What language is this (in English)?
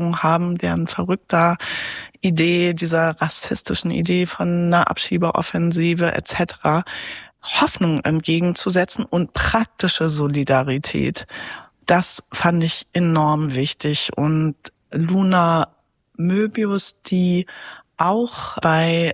German